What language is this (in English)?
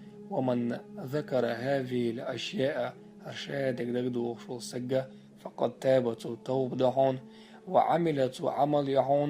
Chechen